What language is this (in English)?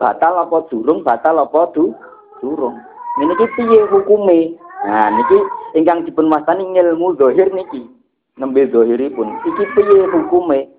Javanese